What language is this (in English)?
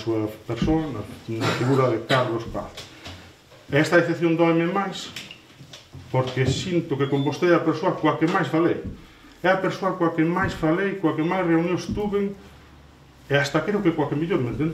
Galician